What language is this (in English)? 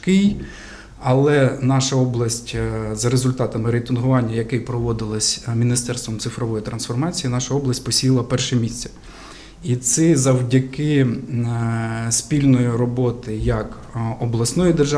Ukrainian